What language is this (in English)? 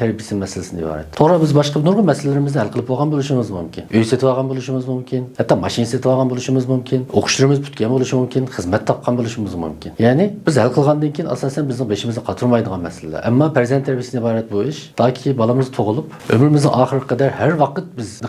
Uyghur